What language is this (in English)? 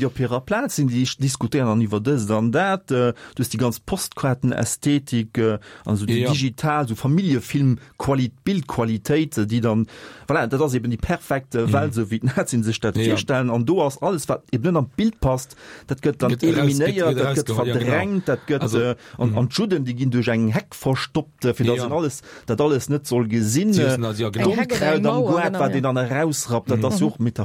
Luxembourgish